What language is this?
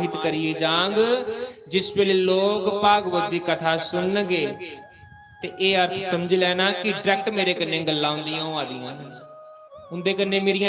Dogri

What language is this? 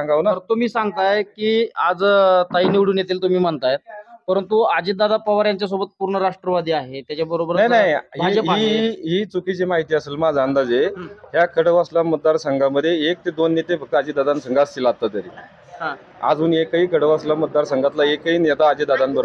Marathi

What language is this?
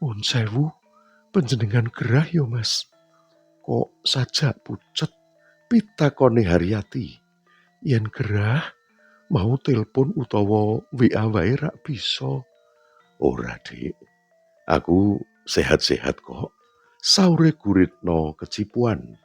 Javanese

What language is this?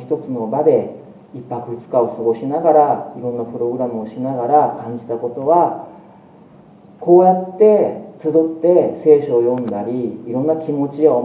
Japanese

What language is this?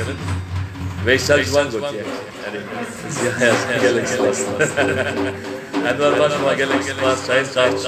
Kurdish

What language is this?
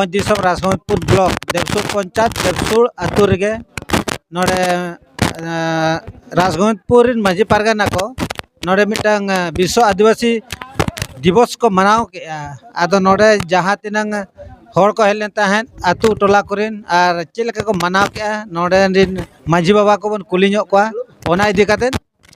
Santali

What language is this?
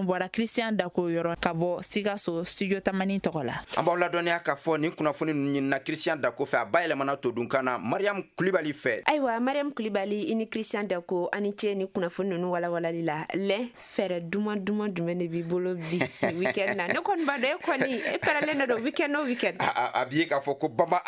Bambara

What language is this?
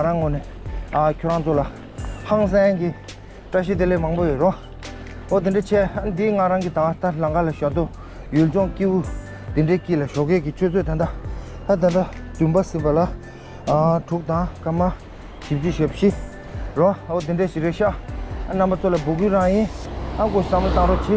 Tibetan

